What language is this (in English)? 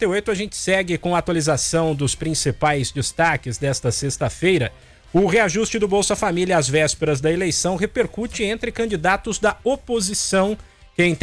Portuguese